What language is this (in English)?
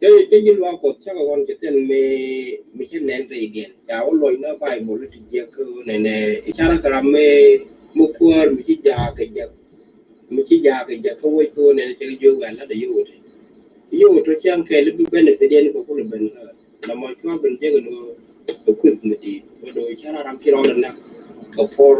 Nuer